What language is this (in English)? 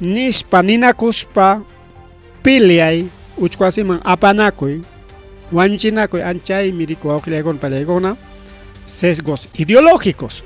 Ayacucho Quechua